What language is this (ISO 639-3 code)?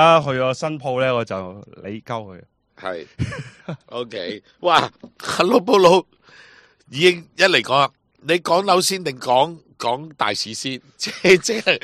yue